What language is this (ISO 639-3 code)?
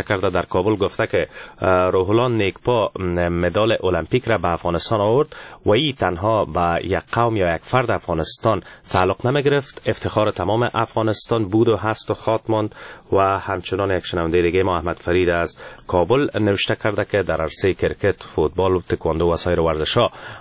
fas